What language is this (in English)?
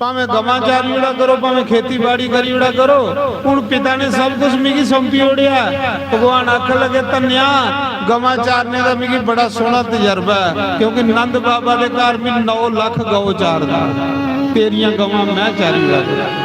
Dogri